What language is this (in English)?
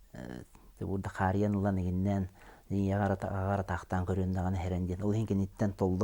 Yakut